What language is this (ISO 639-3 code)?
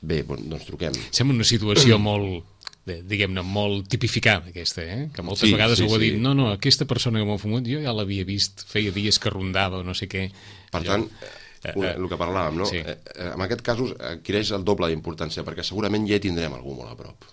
cat